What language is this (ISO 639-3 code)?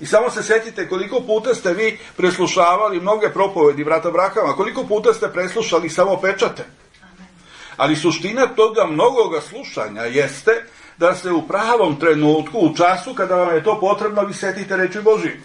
srp